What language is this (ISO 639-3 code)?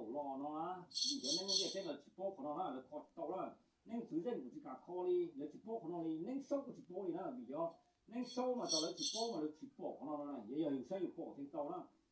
hmn